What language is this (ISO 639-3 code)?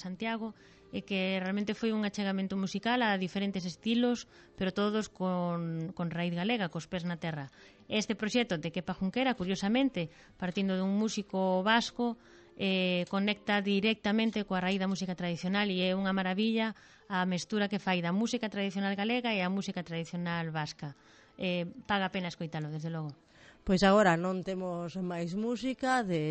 glg